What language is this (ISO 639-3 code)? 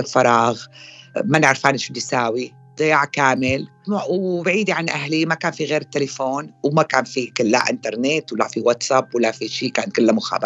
apc